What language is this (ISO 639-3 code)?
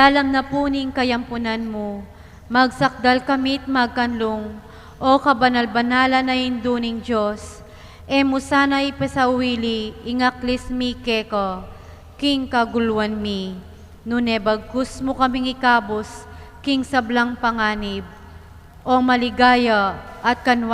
pam